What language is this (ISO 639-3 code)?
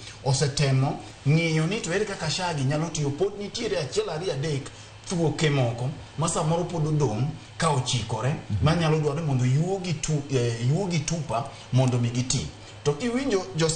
luo